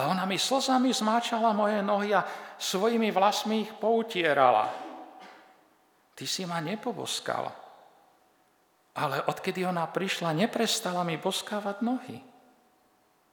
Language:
Slovak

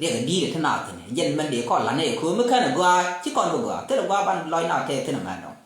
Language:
Nuer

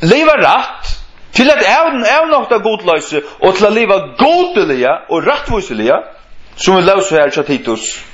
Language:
Faroese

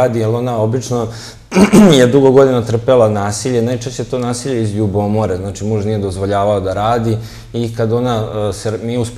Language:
Serbian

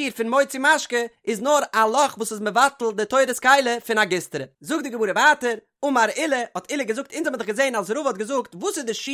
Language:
Yiddish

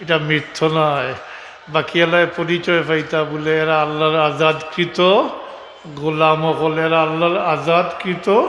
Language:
Sylheti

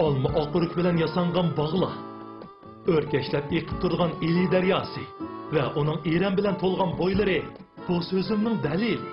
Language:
Uyghur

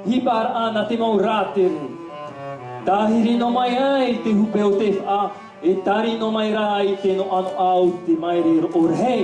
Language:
Tahitian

